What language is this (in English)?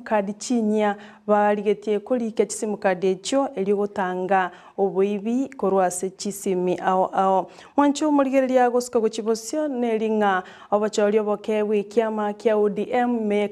Gusii